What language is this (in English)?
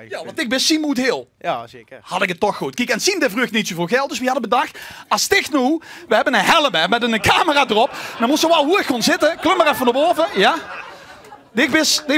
Limburgish